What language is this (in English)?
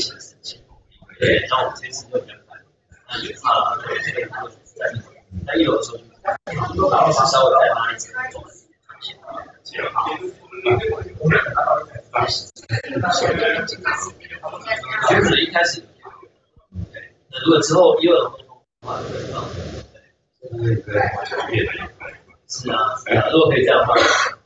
Chinese